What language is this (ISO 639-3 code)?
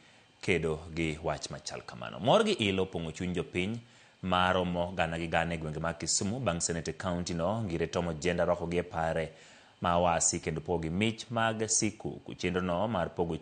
luo